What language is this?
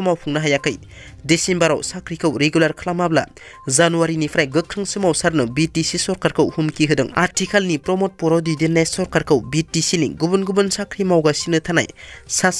Bodo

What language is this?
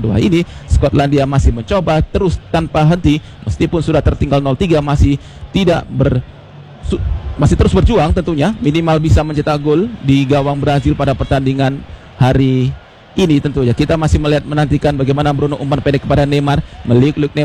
Indonesian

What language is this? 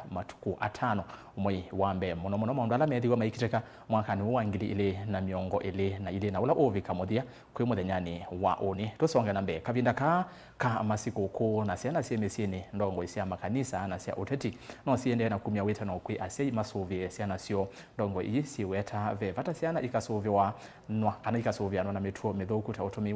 Kamba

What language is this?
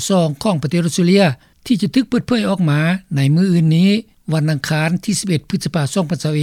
Lao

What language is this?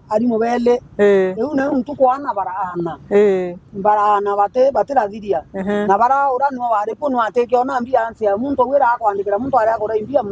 Meru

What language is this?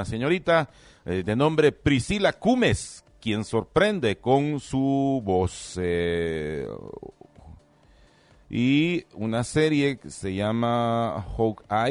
Spanish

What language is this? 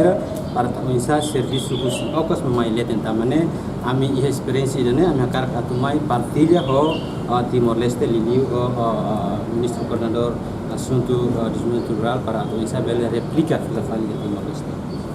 Tetum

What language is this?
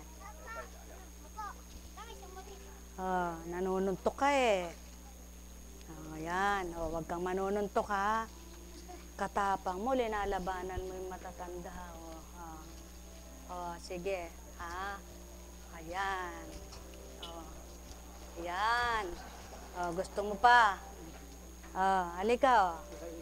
Filipino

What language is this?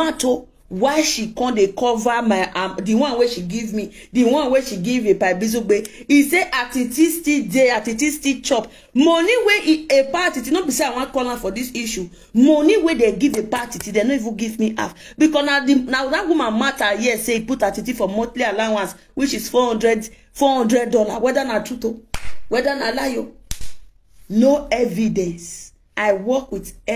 Nigerian Pidgin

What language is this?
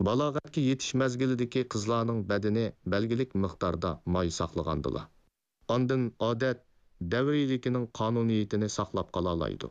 Uyghur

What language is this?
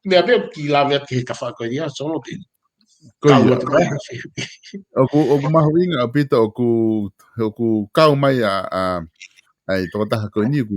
Tongan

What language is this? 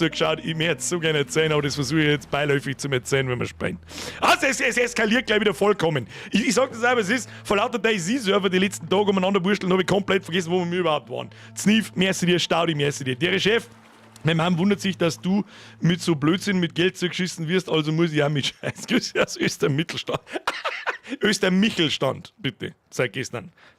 Bavarian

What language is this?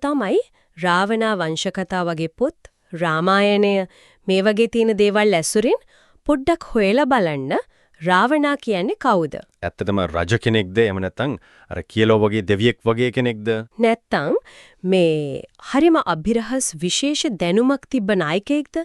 Sinhala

